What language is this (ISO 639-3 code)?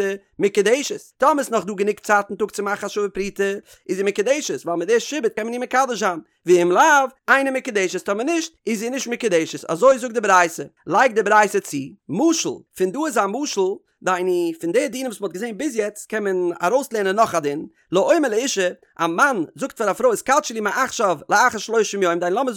yid